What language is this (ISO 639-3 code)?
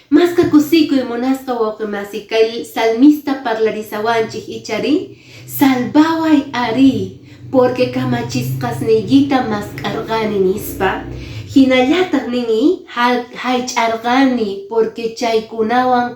que